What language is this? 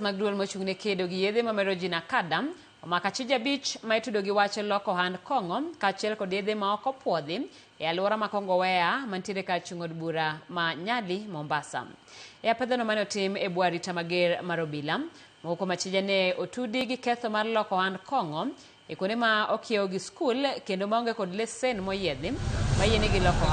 Luo (Kenya and Tanzania)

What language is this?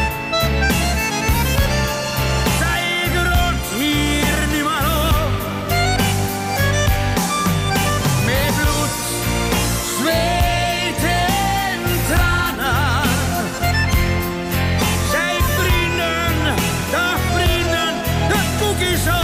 Dutch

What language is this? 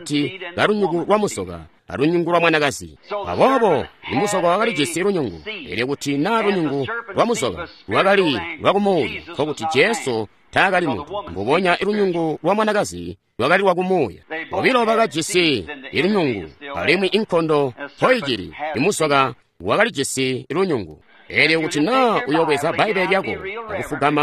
Tonga (Zambia)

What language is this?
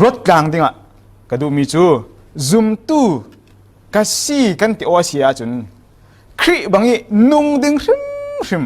Falam Chin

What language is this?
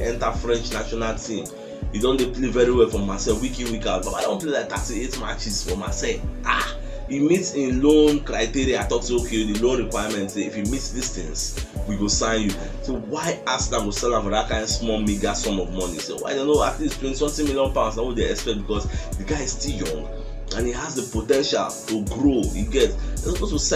Nigerian Pidgin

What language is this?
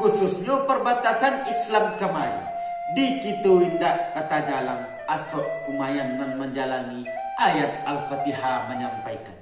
Minangkabau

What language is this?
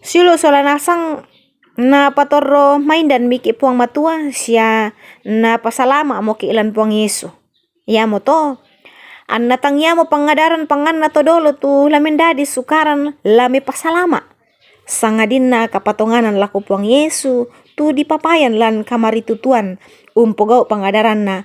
Toraja-Sa'dan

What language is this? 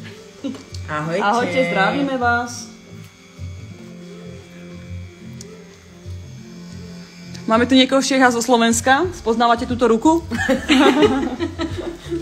Slovak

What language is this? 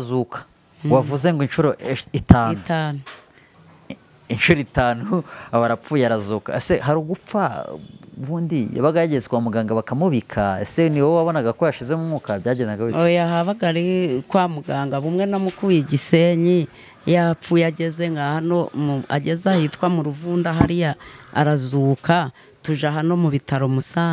Kinyarwanda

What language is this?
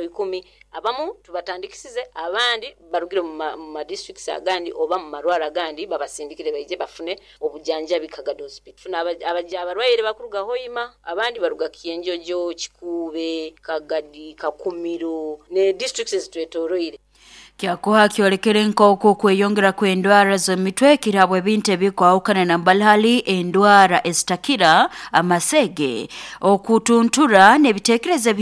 Nyoro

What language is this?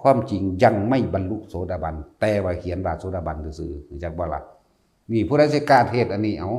Lao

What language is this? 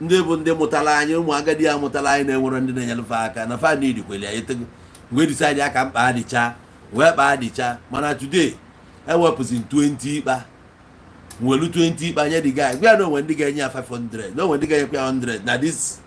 Igbo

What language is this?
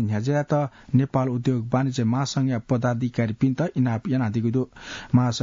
Newari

